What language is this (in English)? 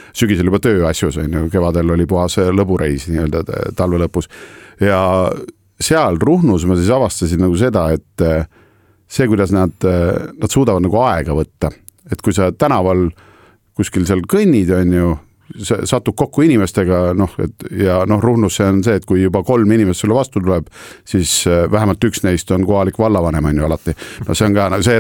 Estonian